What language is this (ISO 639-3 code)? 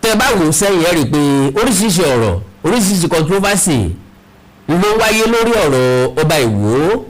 yor